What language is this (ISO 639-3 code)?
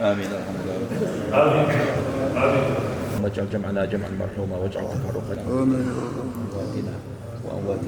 inh